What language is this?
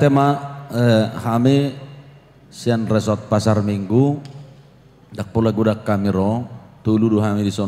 Batak Toba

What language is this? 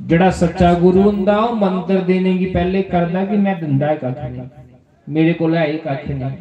Dogri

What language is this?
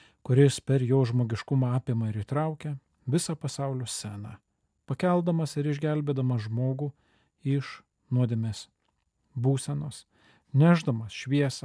Lithuanian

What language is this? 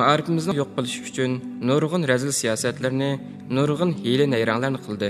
Uyghur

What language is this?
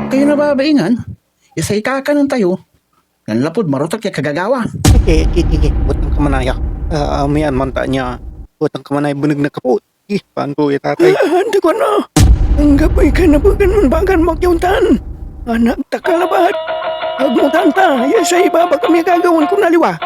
Pangasinan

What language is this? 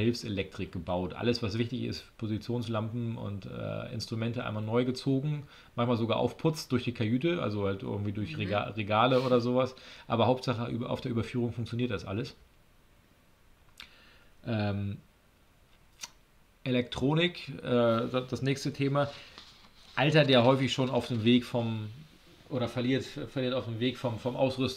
German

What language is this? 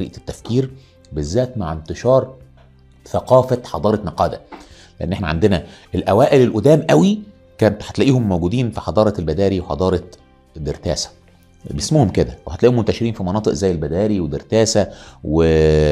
Egyptian Arabic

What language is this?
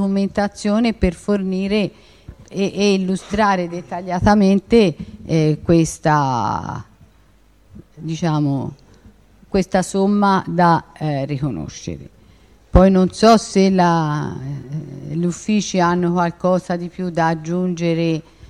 Italian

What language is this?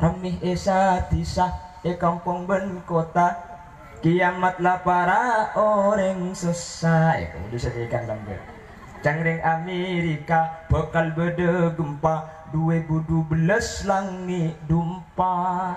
Madurese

